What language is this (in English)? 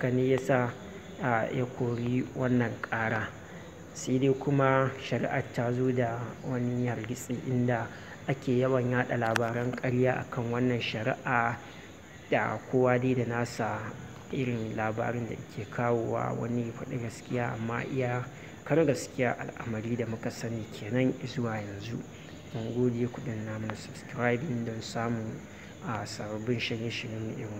Hausa